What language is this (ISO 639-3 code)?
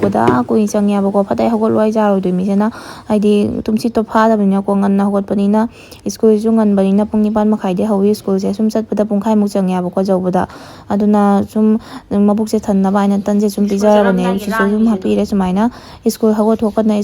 mni